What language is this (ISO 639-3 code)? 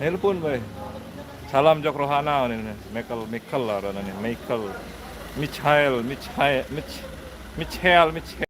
sas